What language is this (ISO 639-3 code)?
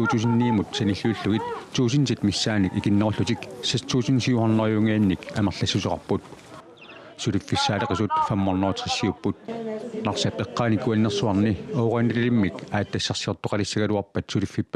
kal